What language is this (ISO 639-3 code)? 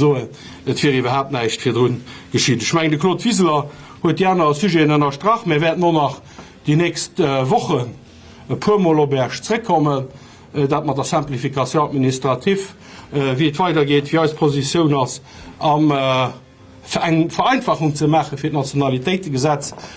ltz